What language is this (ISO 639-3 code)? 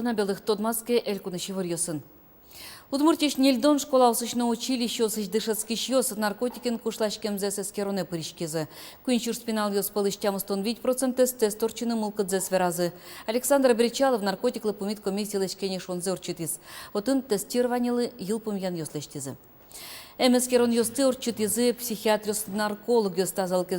udm